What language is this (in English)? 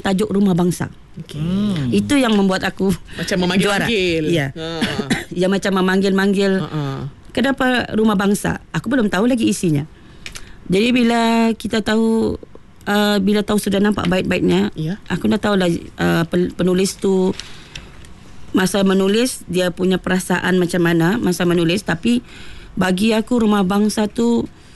Malay